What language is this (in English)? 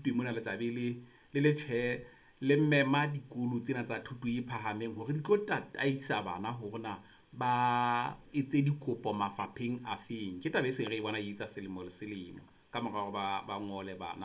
Southern Sotho